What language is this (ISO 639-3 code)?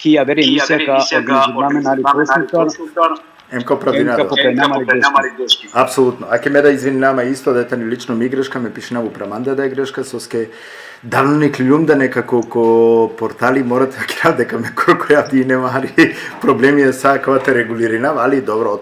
rmn